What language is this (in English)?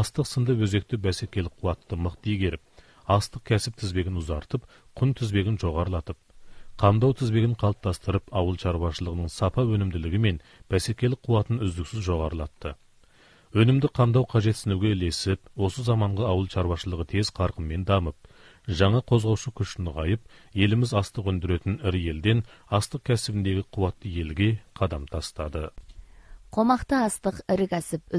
Kazakh